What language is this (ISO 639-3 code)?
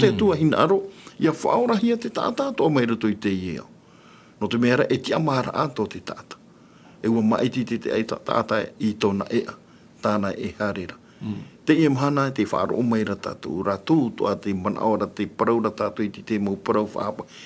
tah